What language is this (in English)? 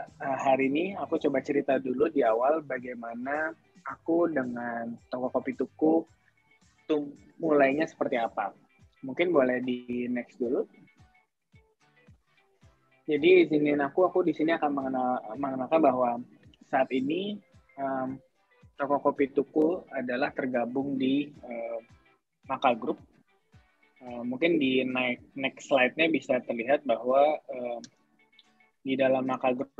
Indonesian